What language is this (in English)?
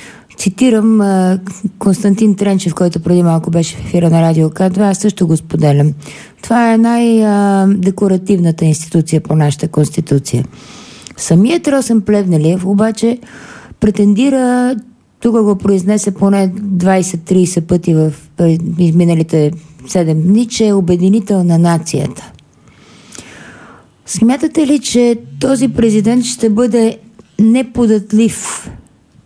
Bulgarian